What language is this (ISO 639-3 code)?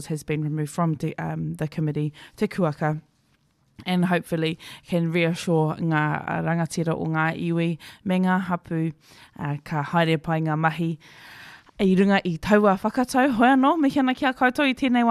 mri